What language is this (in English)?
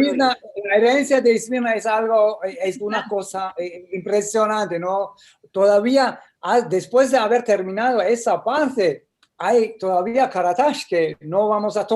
Ladino